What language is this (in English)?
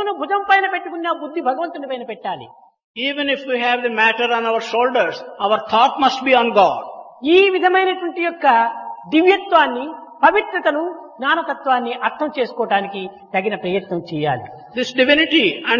Telugu